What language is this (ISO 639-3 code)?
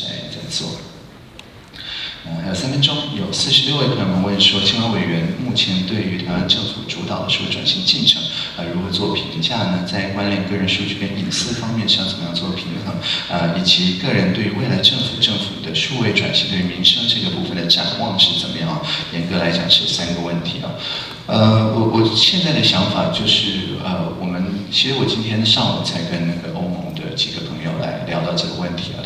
zho